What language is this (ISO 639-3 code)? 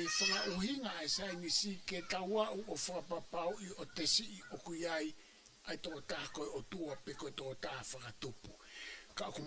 ton